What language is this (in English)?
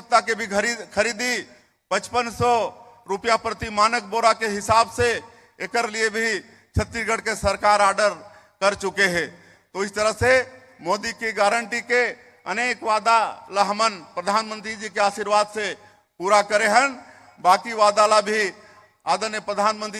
Chhattisgarhi